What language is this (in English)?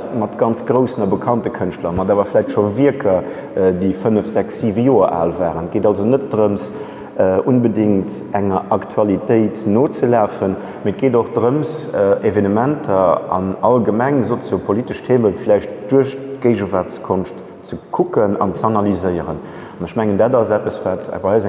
Luxembourgish